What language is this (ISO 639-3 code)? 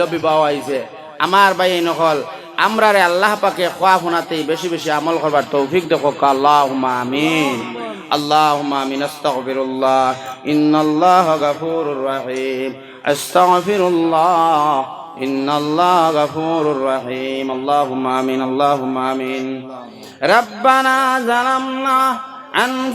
syl